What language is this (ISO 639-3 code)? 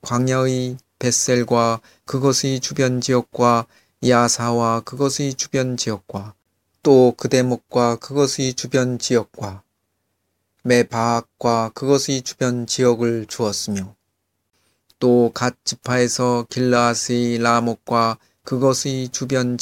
kor